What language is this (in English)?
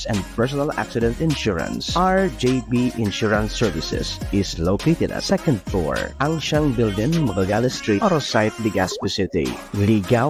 Bikol